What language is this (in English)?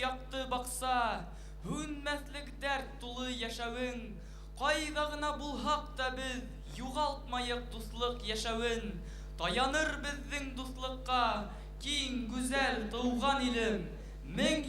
Bashkir